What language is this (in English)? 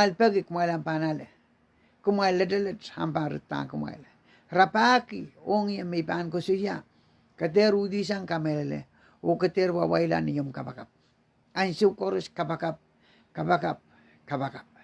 Pohnpeian